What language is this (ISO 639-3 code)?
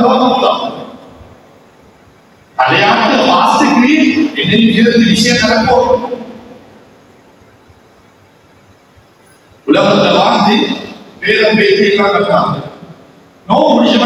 tam